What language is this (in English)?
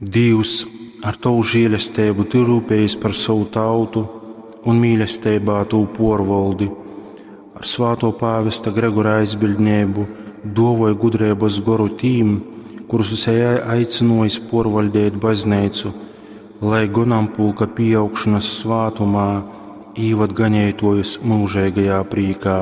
Latgalian